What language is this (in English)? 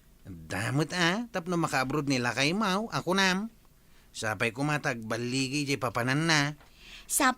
Iloko